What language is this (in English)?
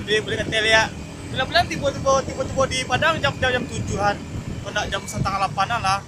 Minangkabau